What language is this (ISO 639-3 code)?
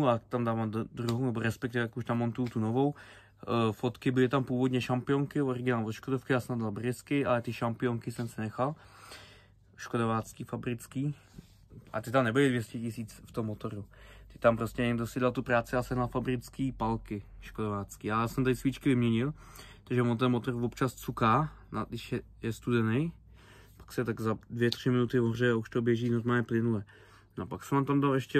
ces